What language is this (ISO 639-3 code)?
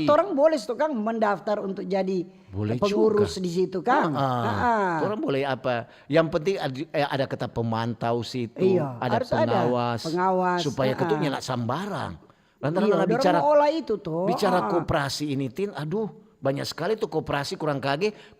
xmm